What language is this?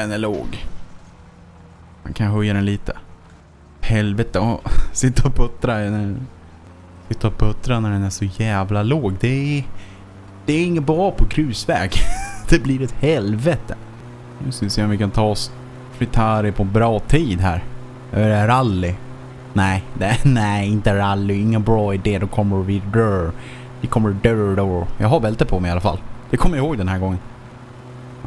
Swedish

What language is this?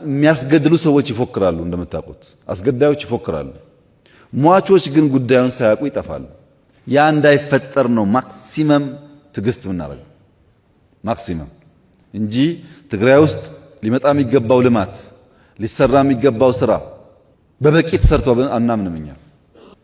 Amharic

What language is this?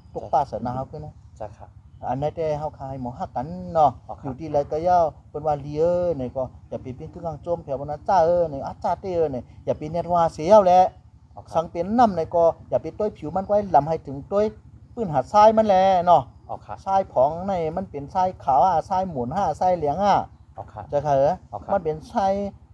Shan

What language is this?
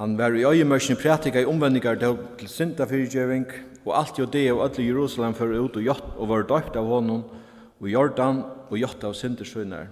Faroese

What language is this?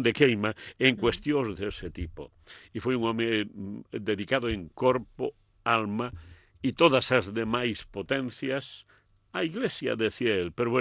Galician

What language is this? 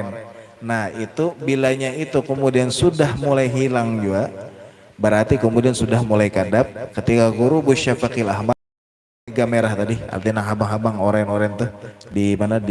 Banjar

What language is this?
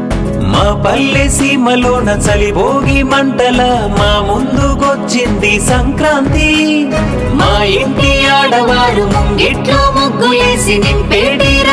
Telugu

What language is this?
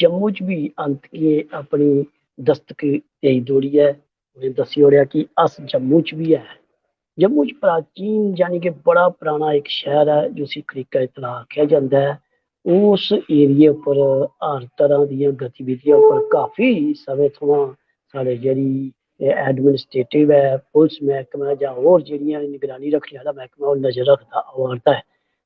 Dogri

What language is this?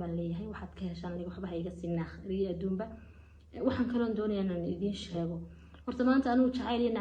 Somali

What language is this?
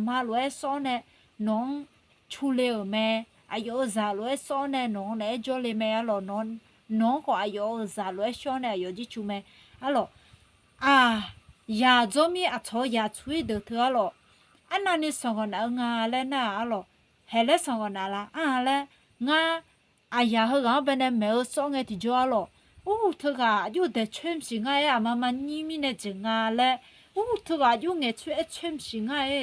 Akha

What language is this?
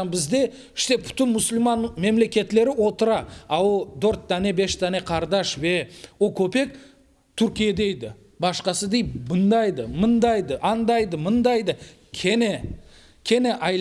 Crimean Tatar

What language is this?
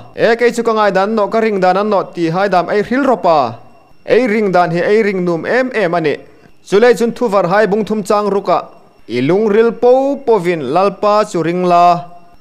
Hmar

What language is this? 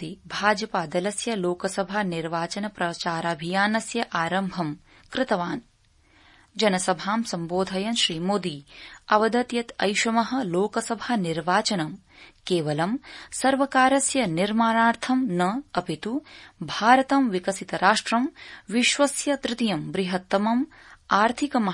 Sanskrit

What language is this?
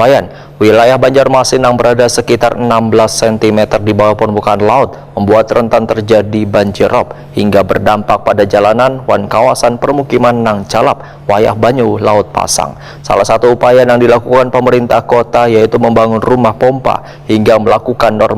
Banjar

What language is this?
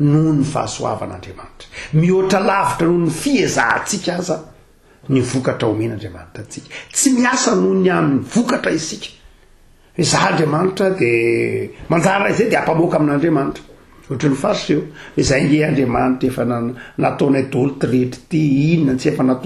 Malagasy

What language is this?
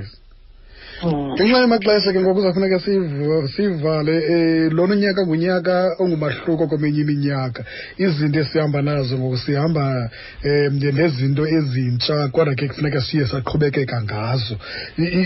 Xhosa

